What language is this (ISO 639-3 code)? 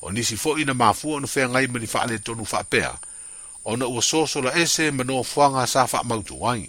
smo